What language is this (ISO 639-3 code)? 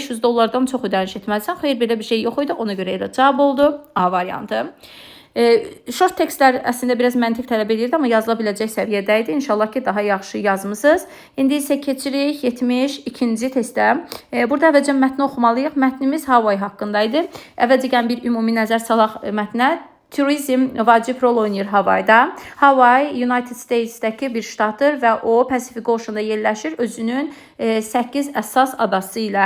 aze